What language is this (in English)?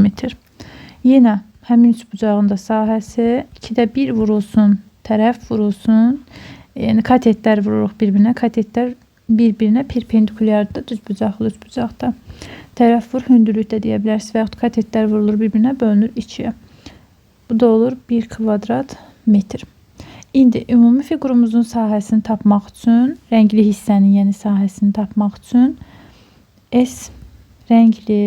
Azerbaijani